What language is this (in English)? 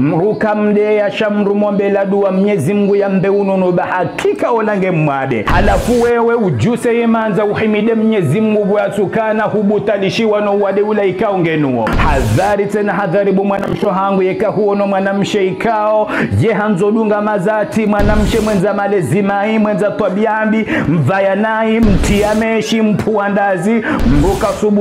Ngazidja Comorian